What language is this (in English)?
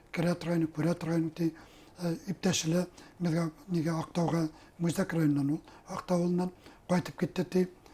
Bashkir